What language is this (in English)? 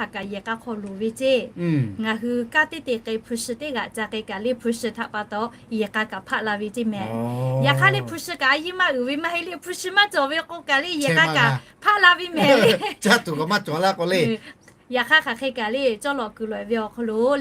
Lahu